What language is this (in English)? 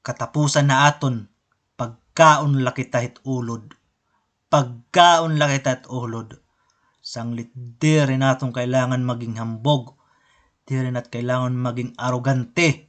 Waray